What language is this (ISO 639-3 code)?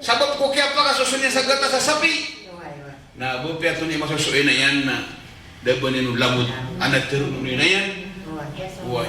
mrw